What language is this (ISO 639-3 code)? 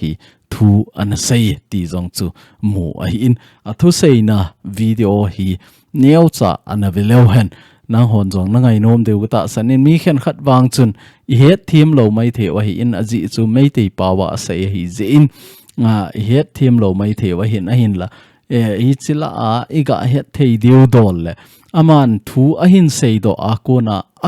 tcz